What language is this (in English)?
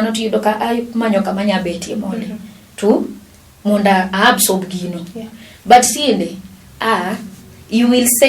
Luo (Kenya and Tanzania)